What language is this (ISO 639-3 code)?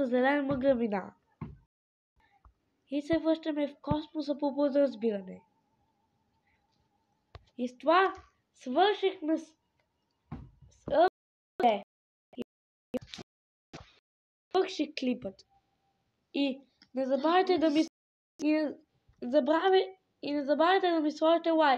bul